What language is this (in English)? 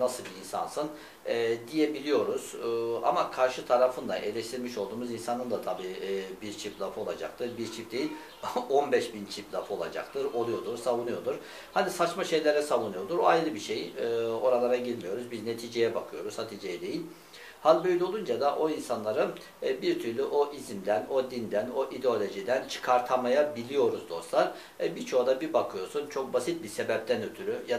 Turkish